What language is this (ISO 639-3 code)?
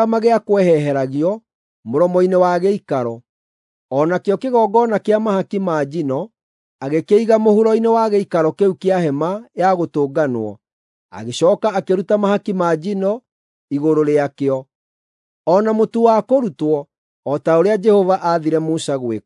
kik